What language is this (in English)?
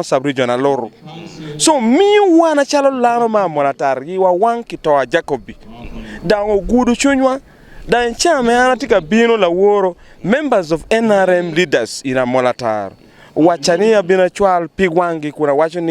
Acoli